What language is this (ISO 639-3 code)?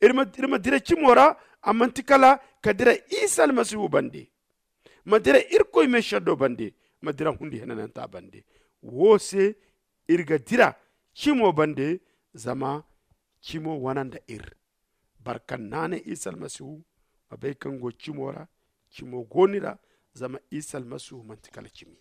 dje